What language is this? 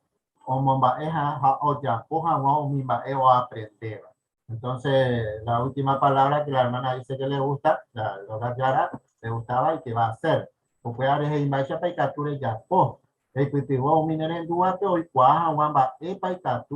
Guarani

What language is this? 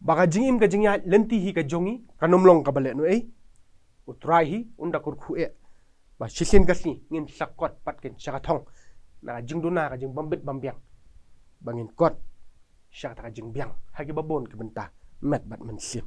Khasi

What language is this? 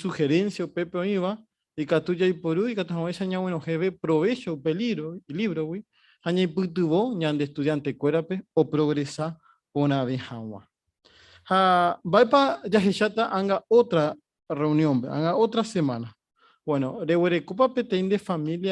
Guarani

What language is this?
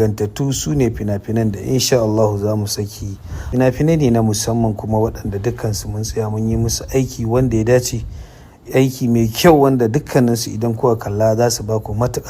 Hausa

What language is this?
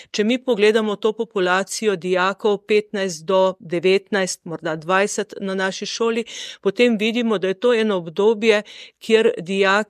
Slovenian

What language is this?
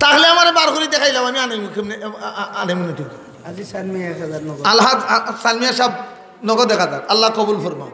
Sylheti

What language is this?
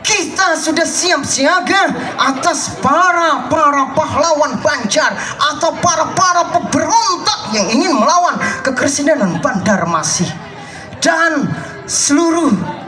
Banjar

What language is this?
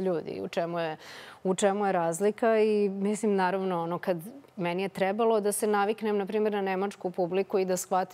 Serbian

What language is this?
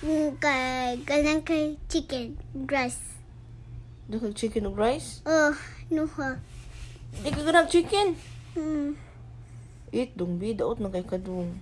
Cebuano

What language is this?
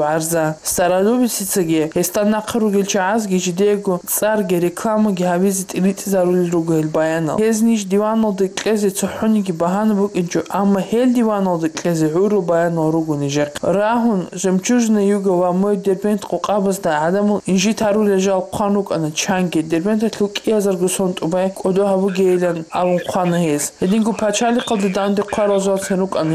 Avaric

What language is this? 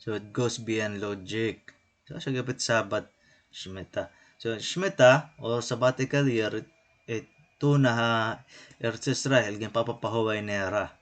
Waray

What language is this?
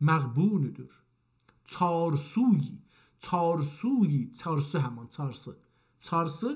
South Azerbaijani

